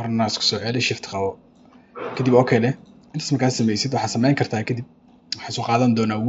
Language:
Somali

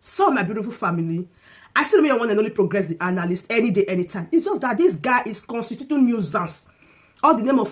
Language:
Nigerian Pidgin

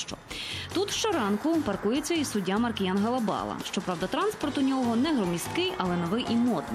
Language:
Ukrainian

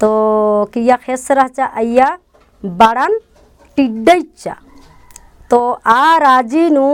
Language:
Kurukh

